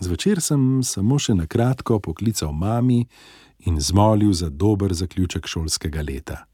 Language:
Slovenian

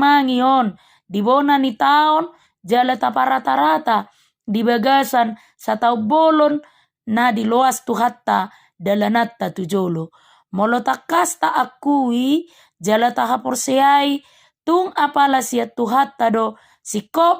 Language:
Batak Toba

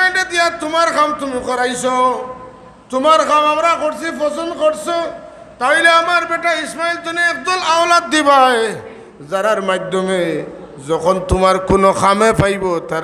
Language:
Sylheti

